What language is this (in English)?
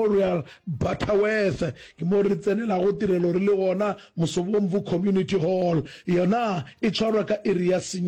Northern Sotho